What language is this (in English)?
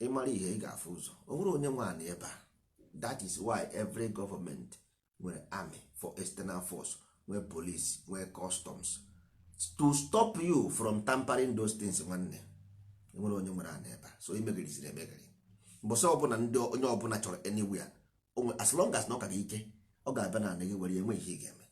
Igbo